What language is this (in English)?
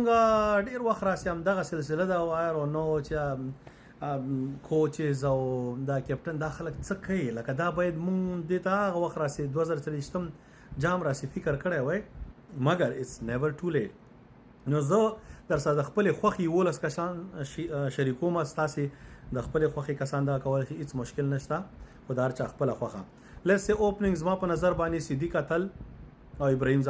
Pashto